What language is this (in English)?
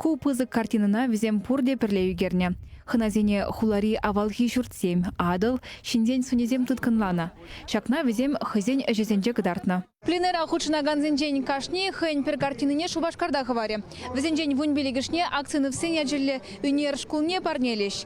Chuvash